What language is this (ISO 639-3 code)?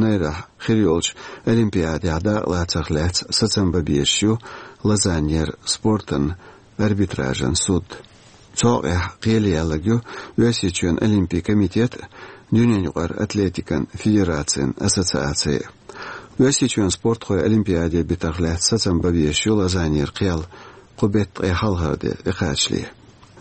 che